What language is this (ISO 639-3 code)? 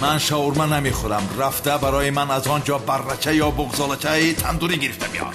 tgk